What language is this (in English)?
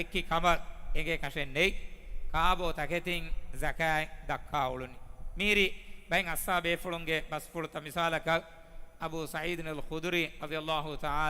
Divehi